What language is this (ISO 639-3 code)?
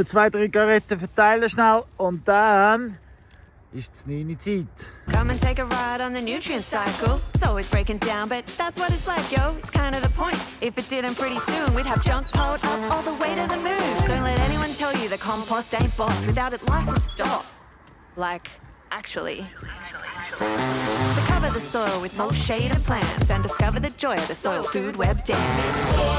gsw